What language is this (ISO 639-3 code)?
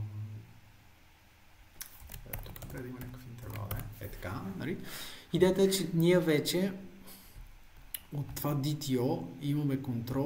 bul